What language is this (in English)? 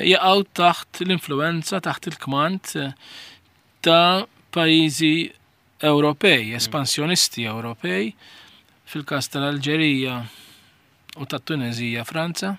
Maltese